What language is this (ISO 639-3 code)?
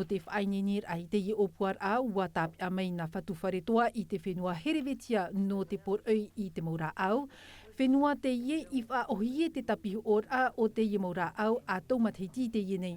tah